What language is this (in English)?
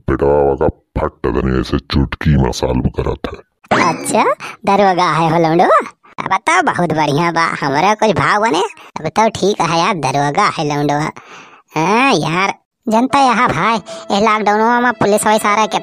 Awadhi